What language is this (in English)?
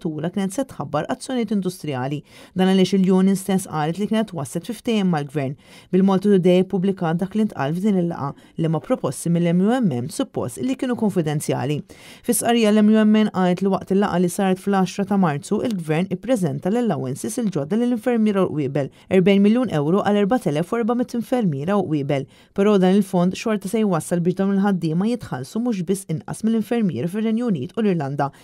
Maltese